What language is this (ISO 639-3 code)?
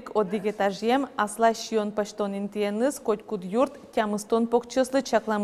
udm